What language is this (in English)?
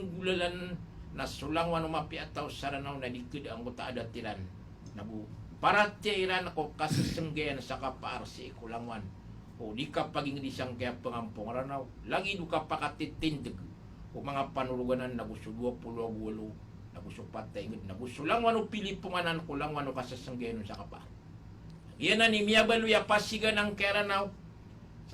Maranao